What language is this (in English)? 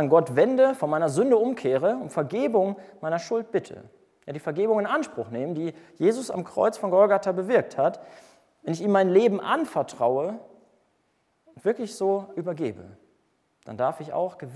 German